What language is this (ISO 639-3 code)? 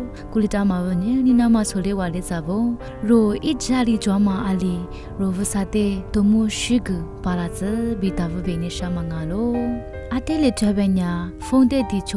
lis